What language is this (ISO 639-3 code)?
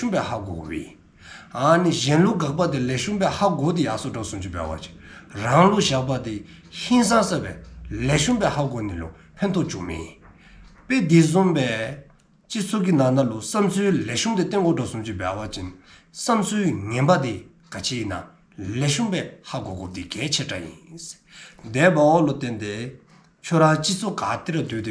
dzo